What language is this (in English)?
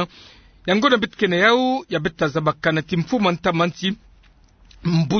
Kituba (Democratic Republic of Congo)